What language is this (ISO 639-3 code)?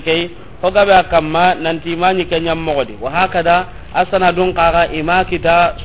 snk